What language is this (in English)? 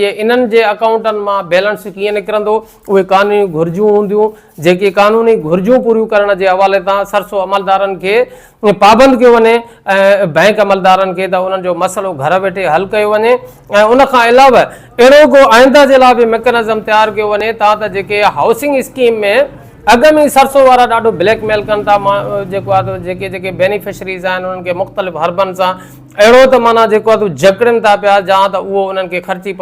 Sindhi